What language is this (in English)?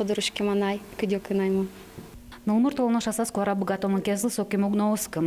Udmurt